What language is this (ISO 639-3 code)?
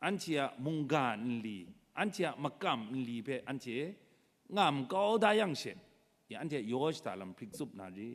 kac